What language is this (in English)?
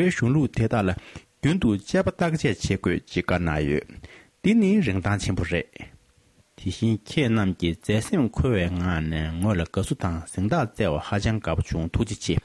Tibetan